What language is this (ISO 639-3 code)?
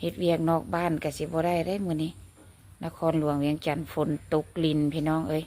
lao